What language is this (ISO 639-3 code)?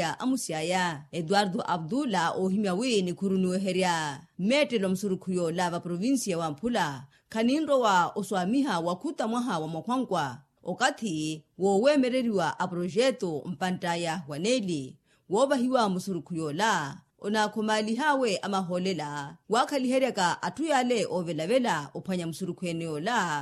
vmw